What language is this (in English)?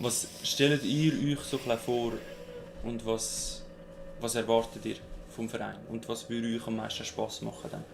Swiss German